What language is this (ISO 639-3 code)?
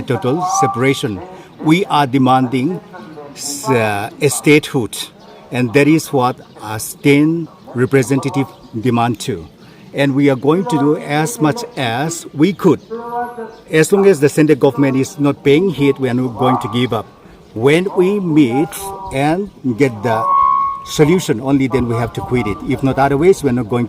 pck